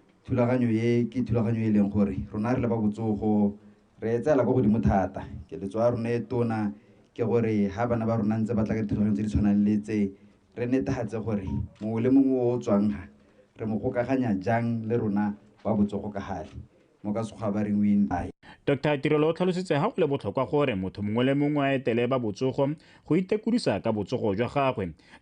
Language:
Tswana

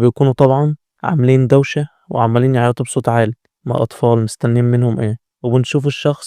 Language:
Egyptian Arabic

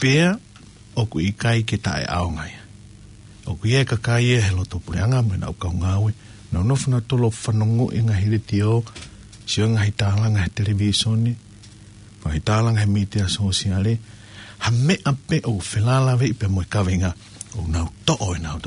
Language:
Tongan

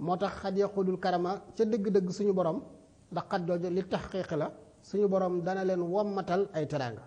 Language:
Wolof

